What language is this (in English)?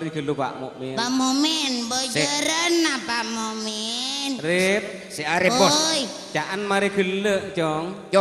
Madurese